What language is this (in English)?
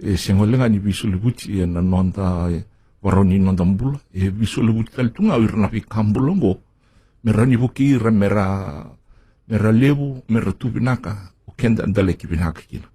Fijian